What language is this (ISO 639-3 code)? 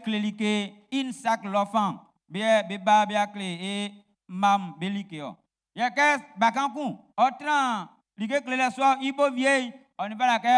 bci